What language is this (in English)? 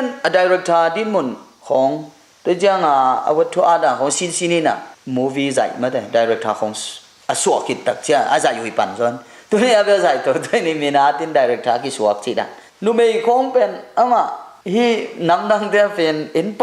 Tedim Chin